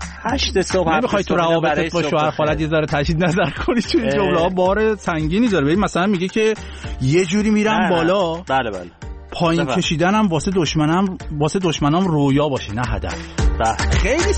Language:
Persian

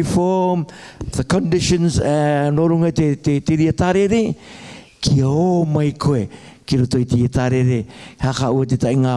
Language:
Rarotongan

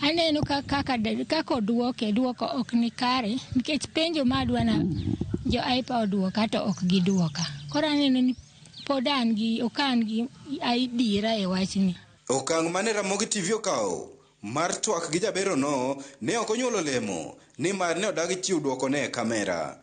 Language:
Luo (Kenya and Tanzania)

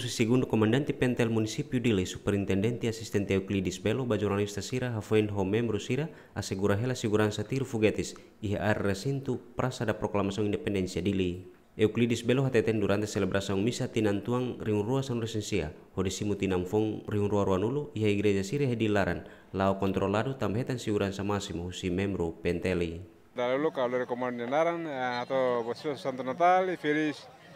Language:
Tetum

